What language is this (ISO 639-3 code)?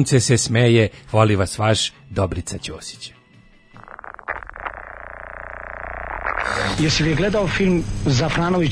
srp